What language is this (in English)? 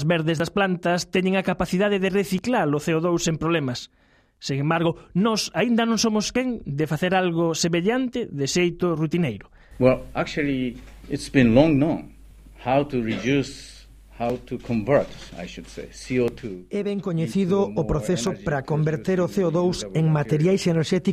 Galician